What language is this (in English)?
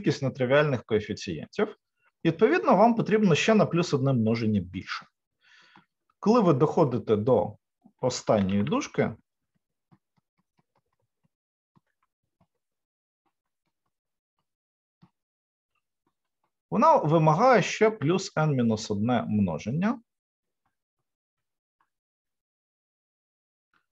Ukrainian